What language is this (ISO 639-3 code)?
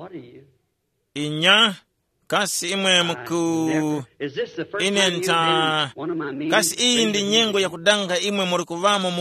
tum